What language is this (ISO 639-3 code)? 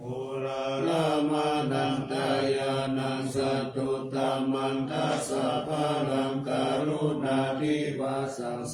pli